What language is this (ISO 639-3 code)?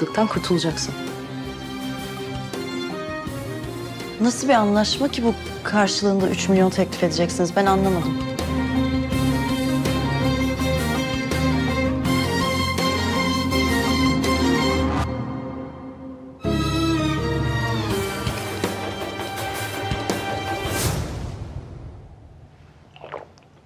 tur